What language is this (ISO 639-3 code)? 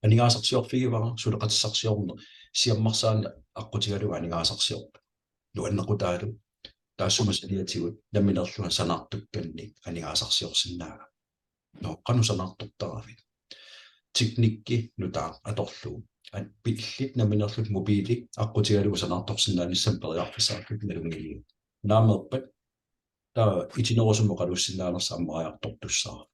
kal